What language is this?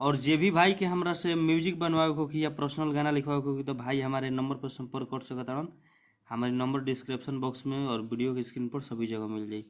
Bhojpuri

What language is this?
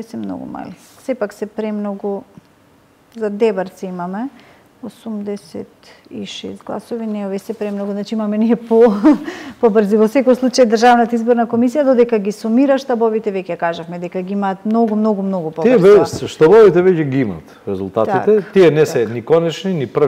Macedonian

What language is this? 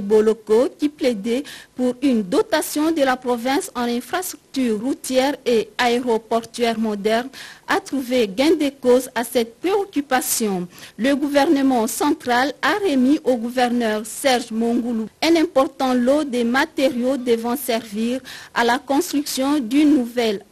French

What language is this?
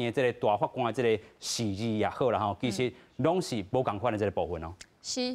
Min Nan Chinese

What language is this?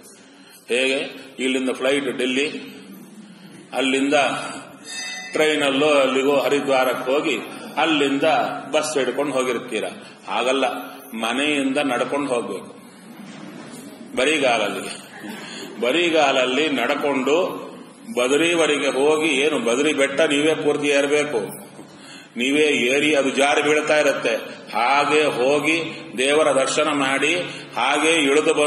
Kannada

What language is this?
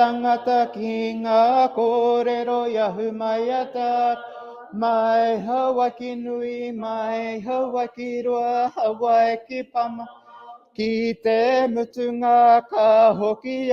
Māori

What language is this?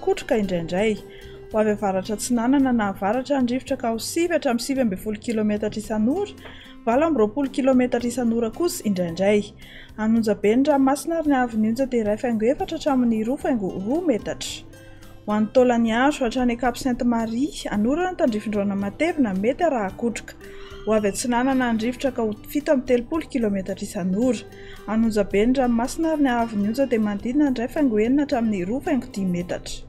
Malagasy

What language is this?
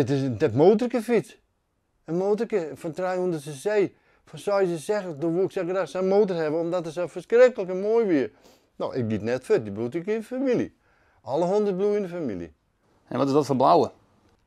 Western Frisian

